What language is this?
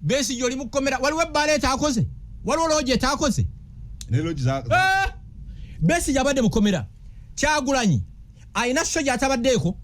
Ganda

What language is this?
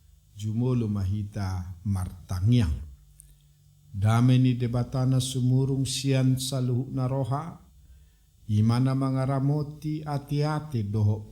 Batak Toba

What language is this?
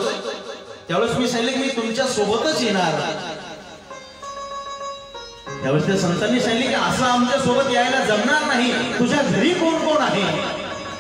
Marathi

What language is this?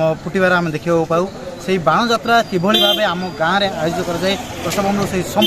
Odia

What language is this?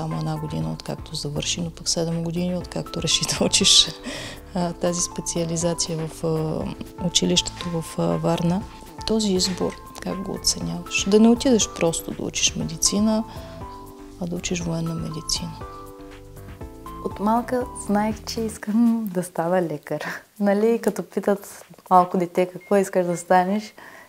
Bulgarian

